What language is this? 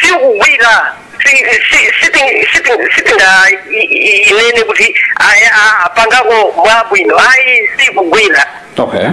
Nyanja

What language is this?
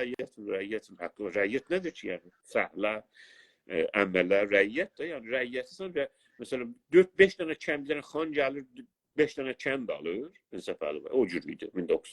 South Azerbaijani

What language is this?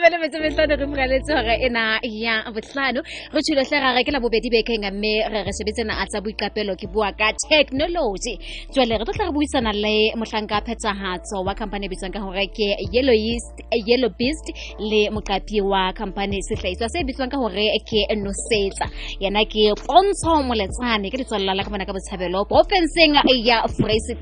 Southern Sotho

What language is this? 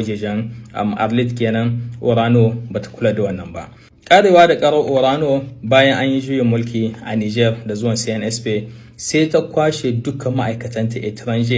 Hausa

